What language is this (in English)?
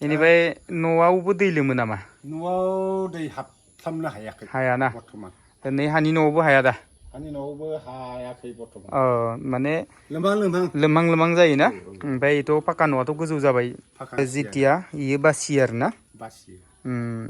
Bodo